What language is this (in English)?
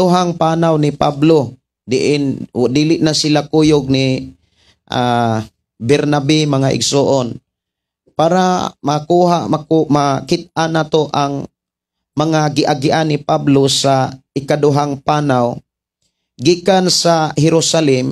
Cebuano